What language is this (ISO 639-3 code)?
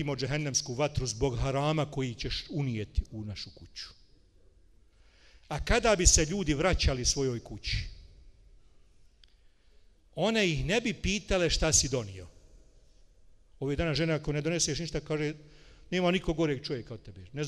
bos